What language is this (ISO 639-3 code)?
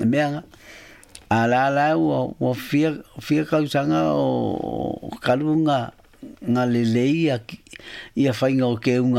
smo